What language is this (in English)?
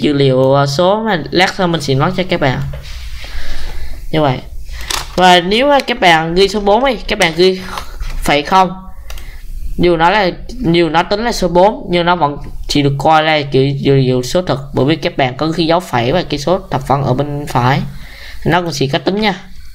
Vietnamese